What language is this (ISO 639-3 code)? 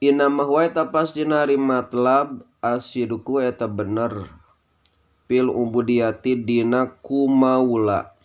sun